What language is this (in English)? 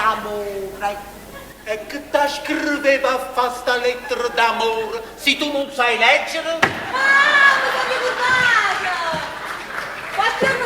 Neapolitan